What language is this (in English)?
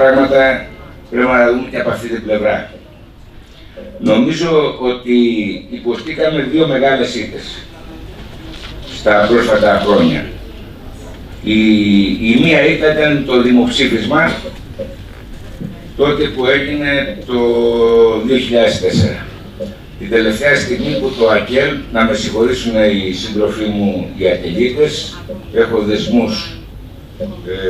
Greek